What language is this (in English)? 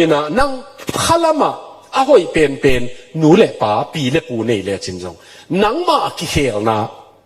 Tedim Chin